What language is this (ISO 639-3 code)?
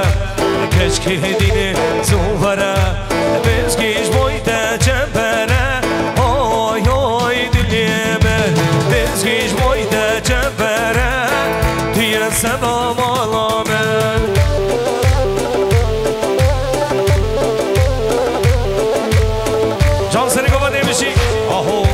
fas